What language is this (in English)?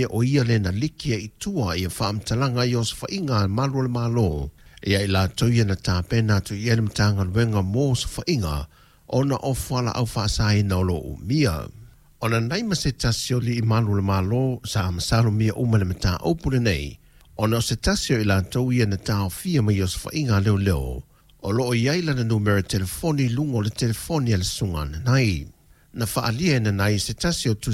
Samoan